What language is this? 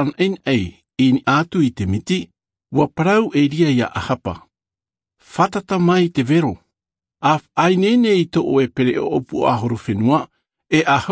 Tahitian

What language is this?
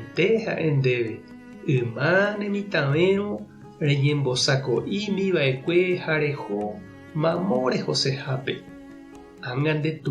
Guarani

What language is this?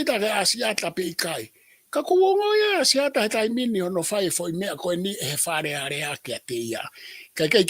Tongan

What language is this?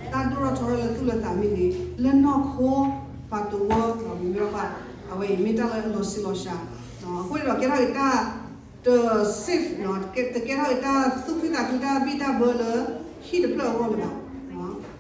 S'gaw Karen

